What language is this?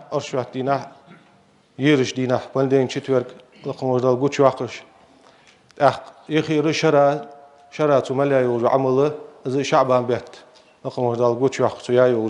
Ingush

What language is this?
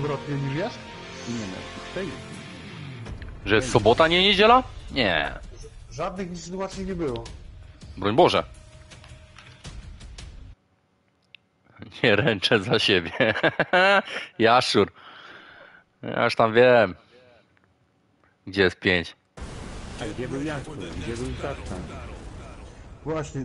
Polish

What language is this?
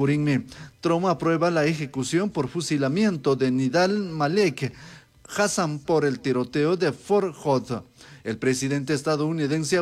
Chimborazo Highland Quichua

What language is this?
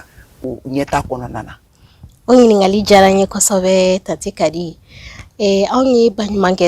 Bambara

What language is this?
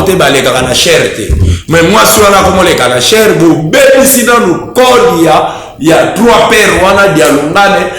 Lingala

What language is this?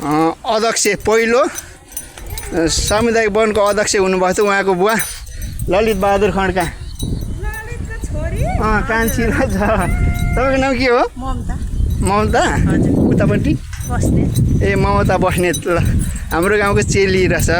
Nepali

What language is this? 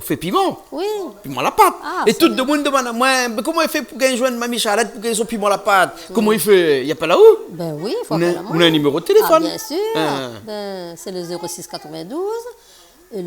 Réunion Creole French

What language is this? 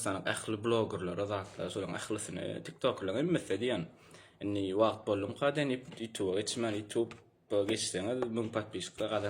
Turkmen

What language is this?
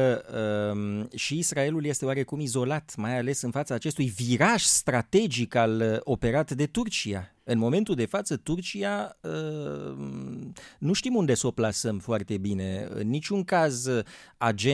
Romanian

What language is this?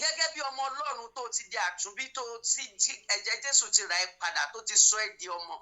Yoruba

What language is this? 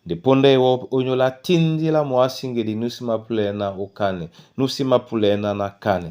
Duala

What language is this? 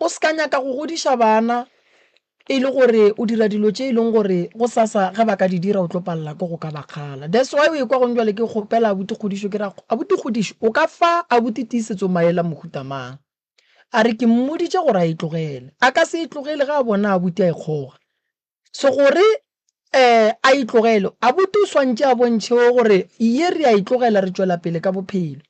Northern Sotho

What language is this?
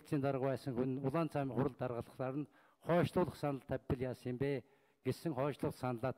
Mongolian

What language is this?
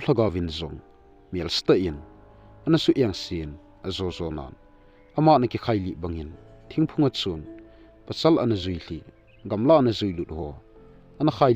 Thado Chin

